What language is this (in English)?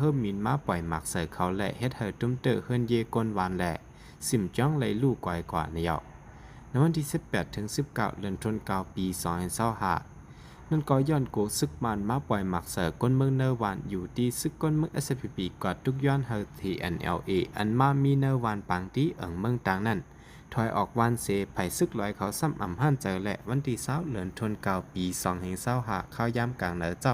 Shan